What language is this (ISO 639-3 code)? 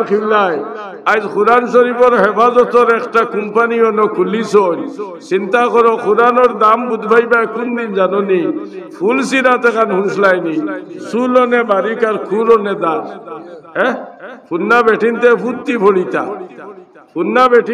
syl